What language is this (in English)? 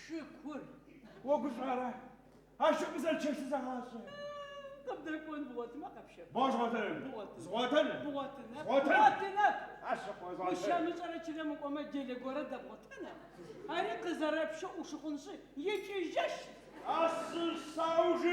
Adyghe